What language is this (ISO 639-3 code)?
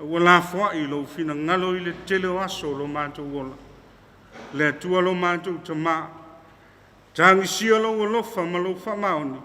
smo